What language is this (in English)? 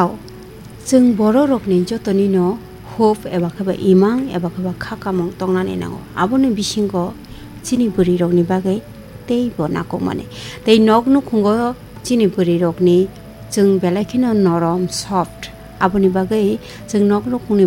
Kok Borok